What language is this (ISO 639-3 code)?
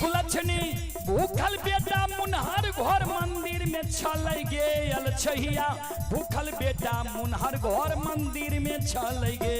mai